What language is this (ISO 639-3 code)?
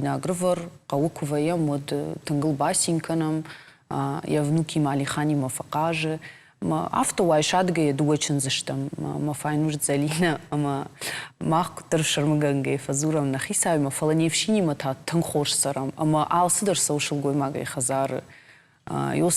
oss